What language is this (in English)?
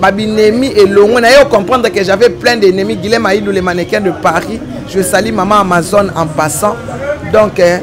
Lingala